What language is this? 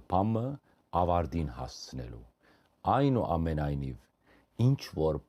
Western Armenian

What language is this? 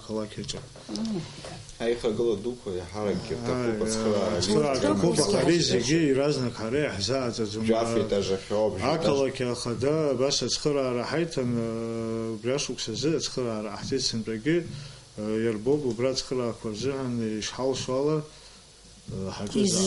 Abkhazian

